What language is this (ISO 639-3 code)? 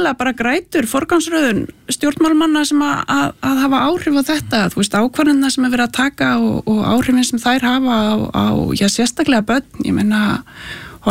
isl